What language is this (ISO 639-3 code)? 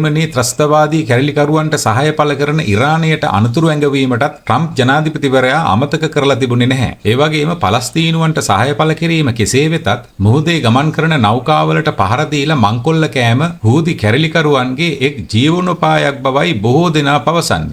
sin